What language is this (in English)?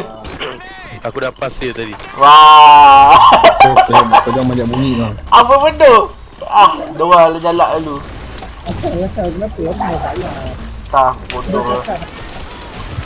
Malay